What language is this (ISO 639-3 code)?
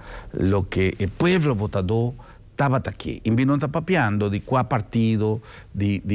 pap